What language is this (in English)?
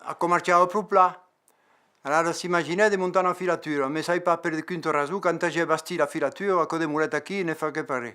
Occitan